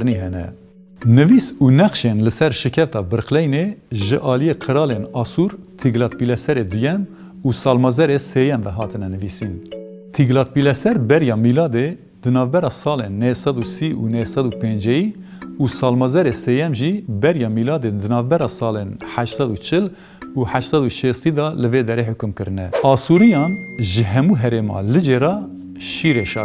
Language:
Kurdish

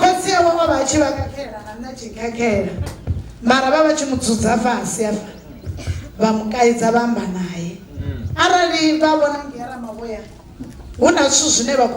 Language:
Venda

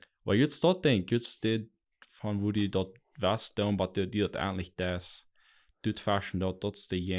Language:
Plautdietsch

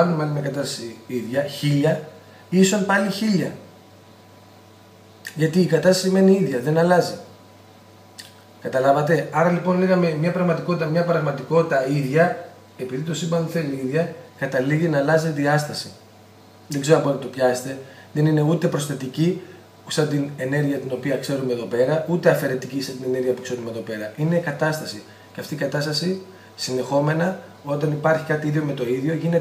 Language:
Greek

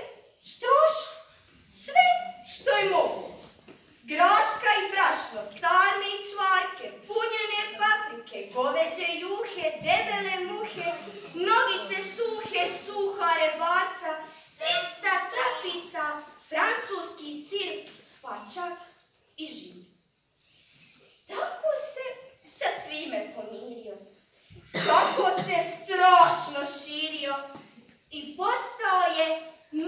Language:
Croatian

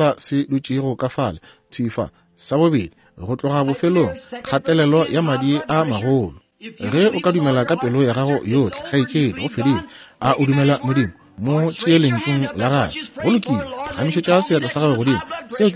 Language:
Northern Sotho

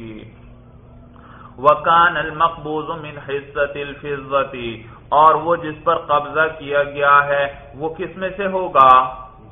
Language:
Urdu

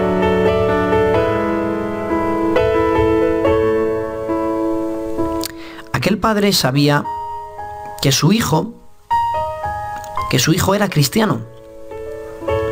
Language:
Spanish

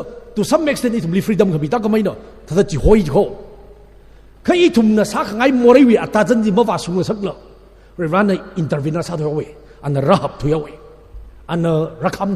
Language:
Tangkhul Naga (India)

